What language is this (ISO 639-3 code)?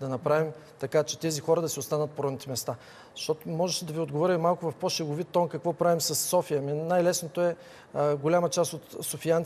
bul